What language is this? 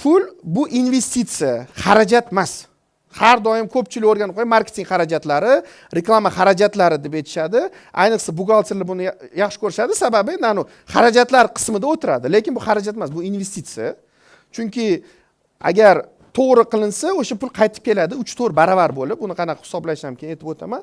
Uzbek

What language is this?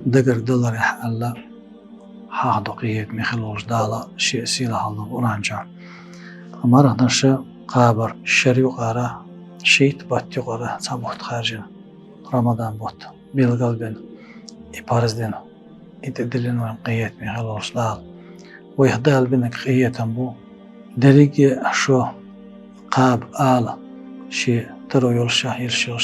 Chechen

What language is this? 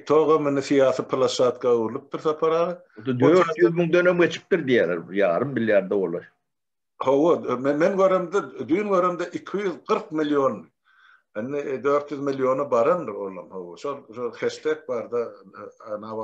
Turkmen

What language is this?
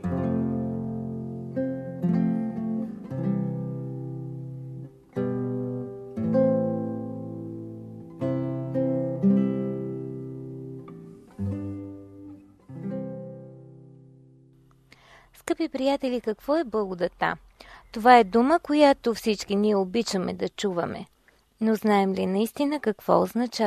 Bulgarian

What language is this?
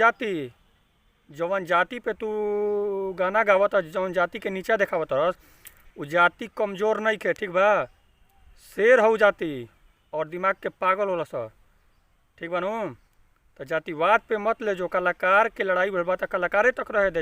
Bhojpuri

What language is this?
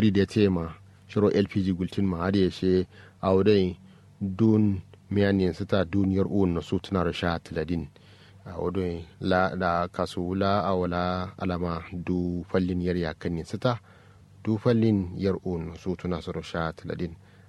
Kanuri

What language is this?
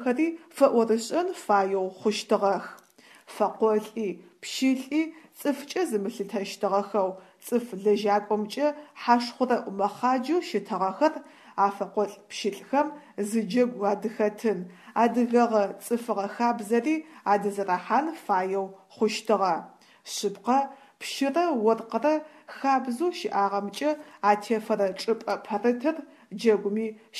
Adyghe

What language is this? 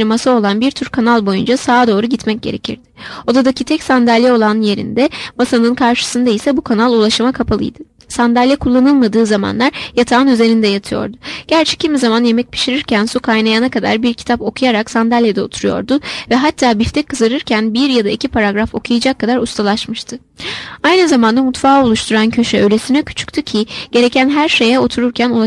Turkish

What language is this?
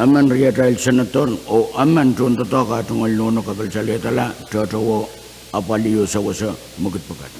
Pohnpeian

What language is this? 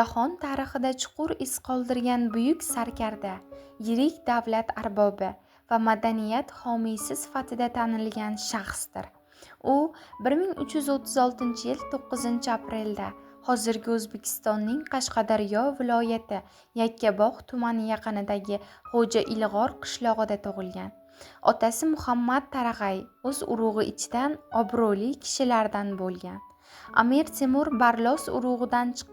Uzbek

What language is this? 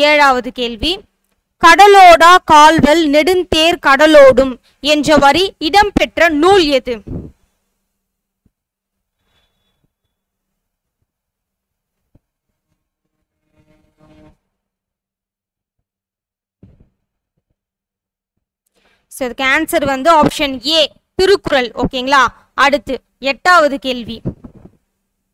Tamil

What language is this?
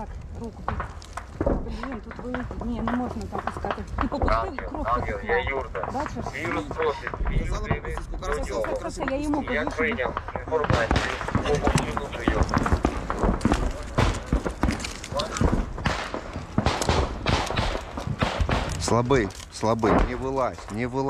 Ukrainian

